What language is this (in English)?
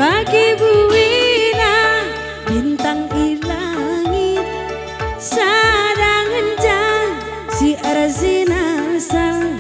Batak Karo